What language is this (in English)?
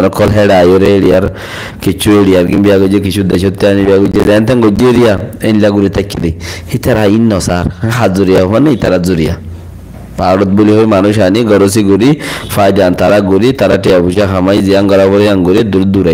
Rohingya